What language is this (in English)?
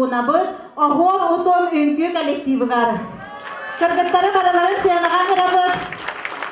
Yakut